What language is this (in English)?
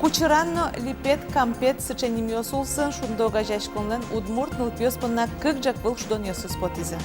Udmurt